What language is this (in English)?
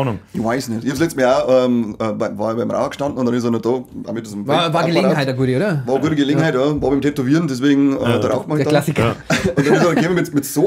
Bavarian